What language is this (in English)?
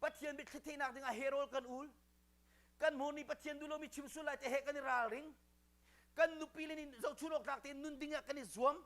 Hakha Chin